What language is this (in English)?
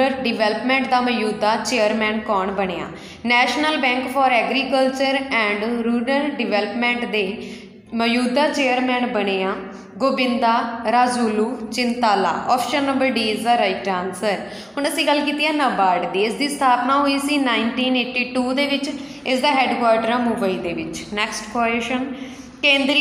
Punjabi